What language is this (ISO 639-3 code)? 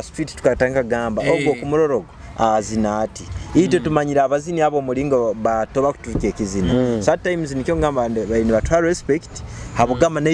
nyo